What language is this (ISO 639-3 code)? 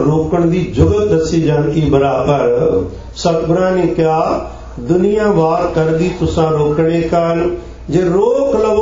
pan